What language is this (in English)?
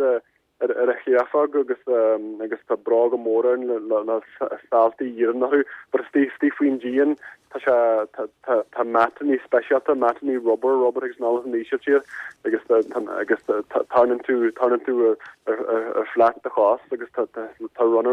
Irish